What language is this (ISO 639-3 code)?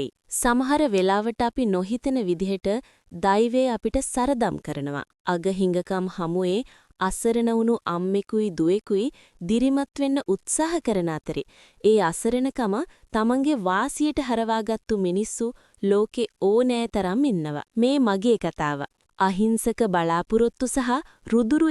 sin